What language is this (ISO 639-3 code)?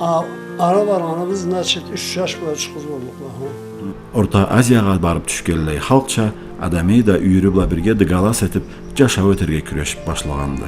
krc